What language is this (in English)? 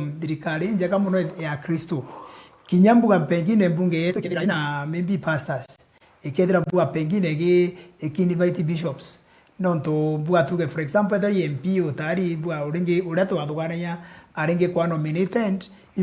Meru